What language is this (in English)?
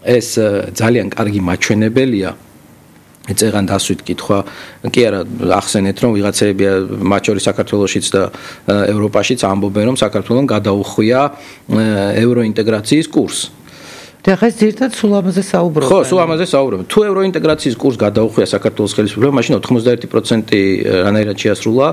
Georgian